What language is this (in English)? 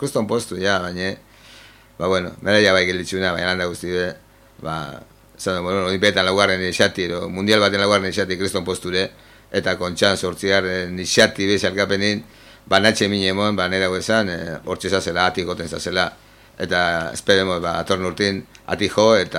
Basque